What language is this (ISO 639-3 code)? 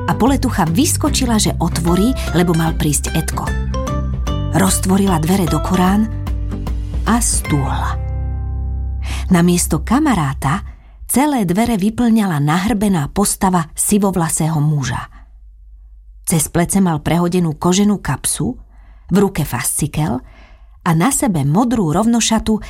slk